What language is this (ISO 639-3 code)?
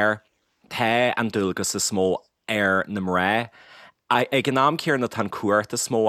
gle